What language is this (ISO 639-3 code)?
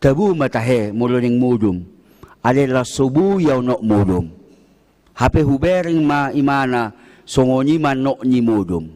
bbc